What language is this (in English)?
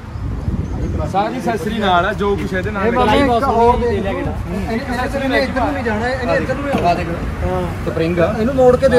Punjabi